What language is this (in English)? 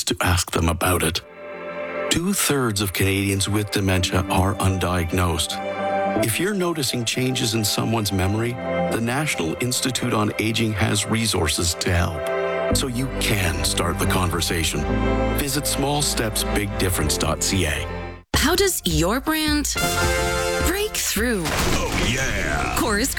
English